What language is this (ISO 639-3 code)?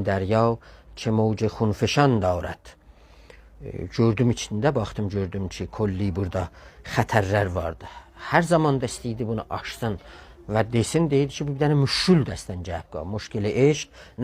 azb